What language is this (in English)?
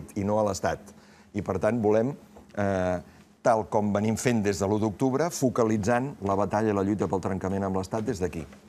Catalan